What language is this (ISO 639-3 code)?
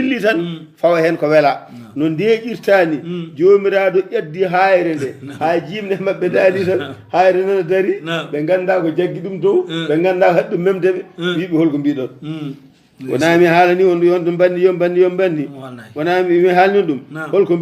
ful